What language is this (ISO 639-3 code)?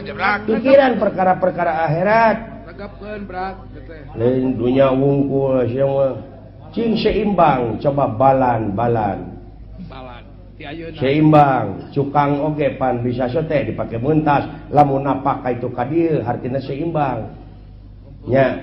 sun